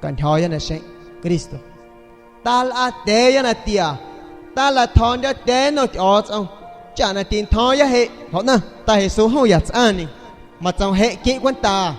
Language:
San Pedro Amuzgos Amuzgo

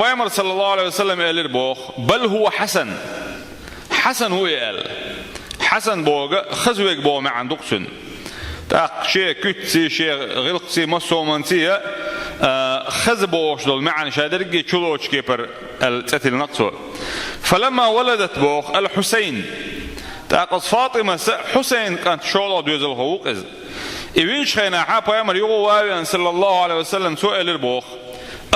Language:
Chechen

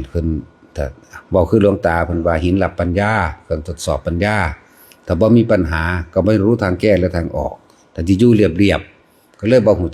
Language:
Northeastern Thai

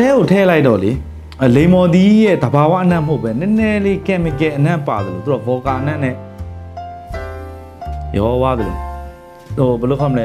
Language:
Burmese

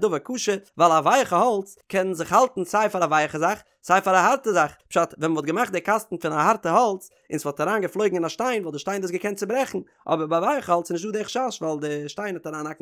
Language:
Yiddish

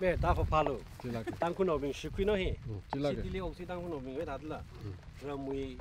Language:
Tangkhul Naga (India)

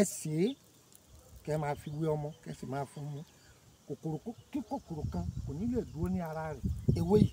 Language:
Yoruba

